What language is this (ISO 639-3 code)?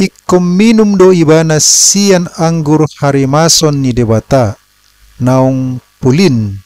bbc